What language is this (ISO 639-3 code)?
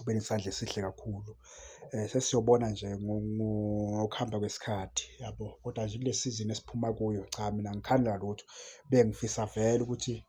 zul